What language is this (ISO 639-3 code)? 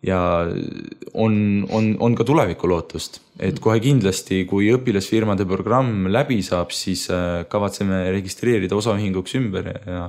est